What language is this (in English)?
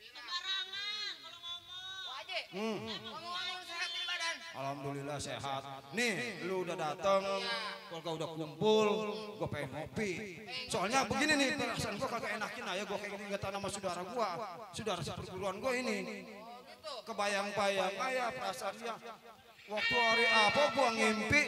Betawi